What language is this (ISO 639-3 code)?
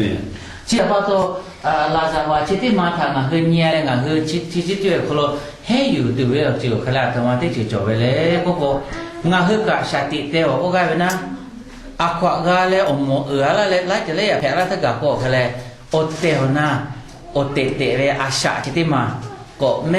lhu